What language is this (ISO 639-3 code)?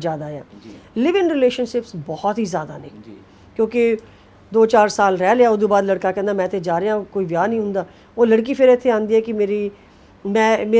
pan